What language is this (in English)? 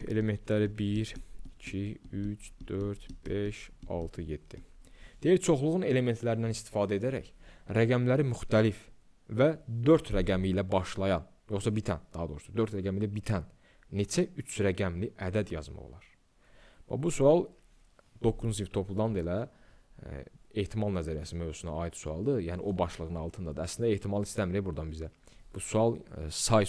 Azerbaijani